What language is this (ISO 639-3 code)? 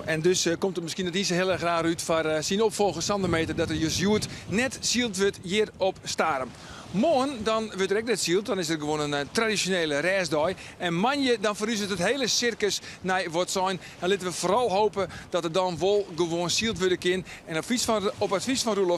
fry